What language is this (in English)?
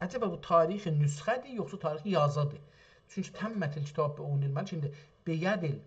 South Azerbaijani